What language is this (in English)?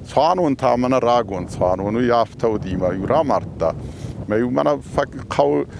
Ossetic